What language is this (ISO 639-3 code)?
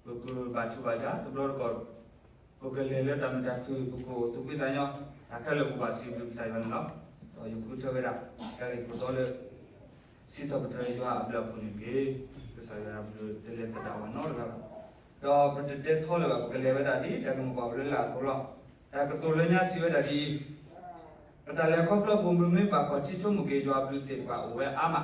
ksw